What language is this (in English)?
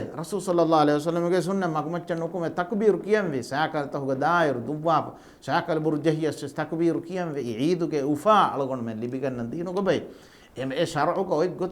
Divehi